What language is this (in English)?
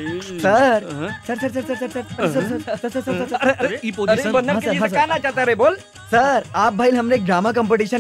Bhojpuri